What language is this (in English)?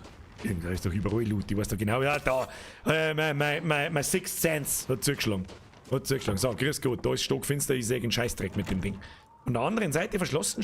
Bavarian